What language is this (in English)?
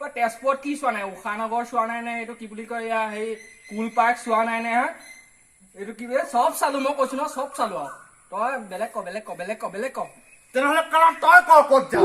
Assamese